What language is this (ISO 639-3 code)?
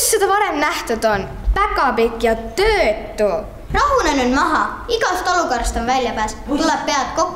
est